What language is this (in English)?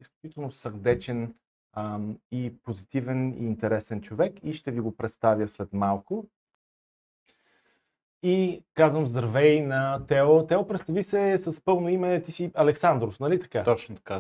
Bulgarian